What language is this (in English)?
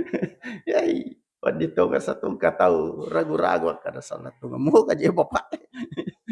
Buginese